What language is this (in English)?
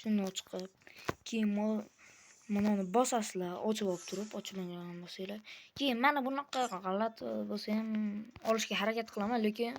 Uzbek